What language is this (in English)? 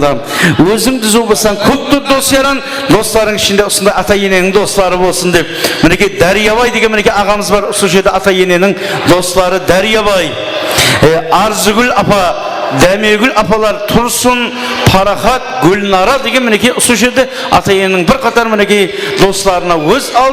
Kara-Kalpak